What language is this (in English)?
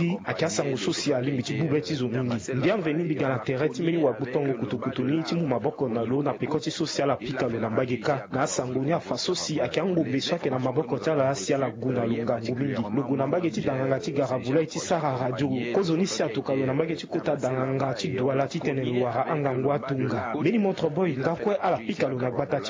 Sango